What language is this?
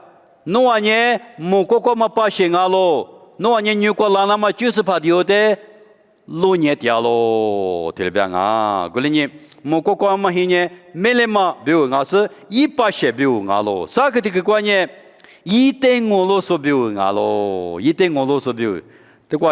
Lisu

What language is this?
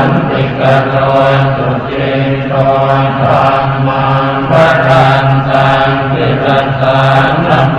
Pali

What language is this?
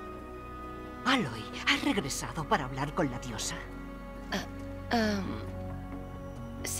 Spanish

